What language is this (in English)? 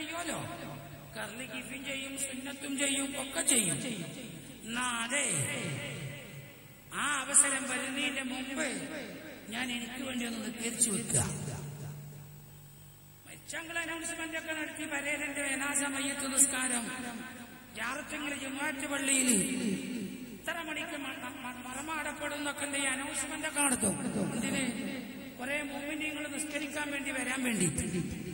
Malayalam